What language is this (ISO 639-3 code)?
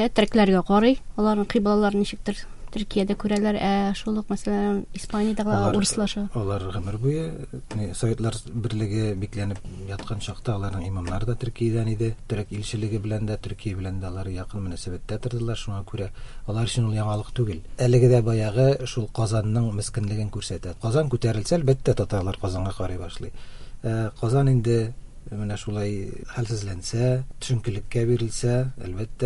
tat